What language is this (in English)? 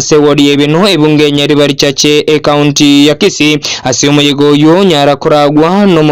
Gusii